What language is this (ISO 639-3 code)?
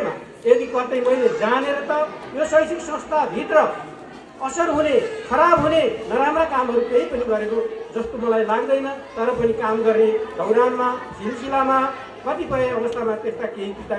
nep